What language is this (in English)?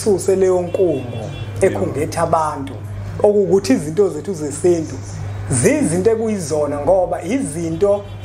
Zulu